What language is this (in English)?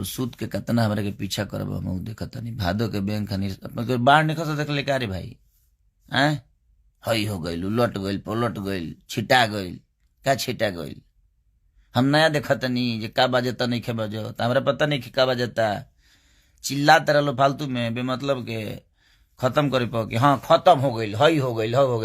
Bhojpuri